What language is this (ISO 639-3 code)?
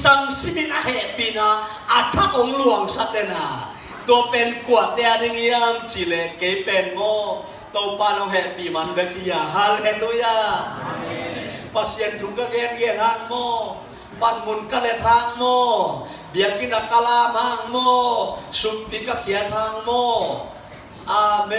ctd